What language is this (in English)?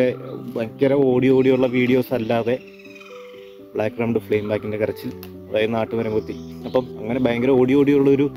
Malayalam